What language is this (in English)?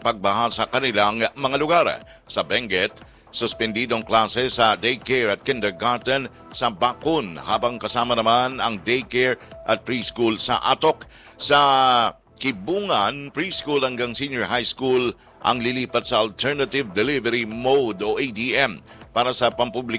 Filipino